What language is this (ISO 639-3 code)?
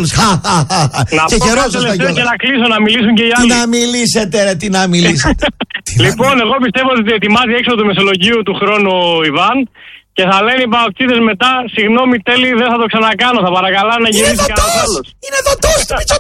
ell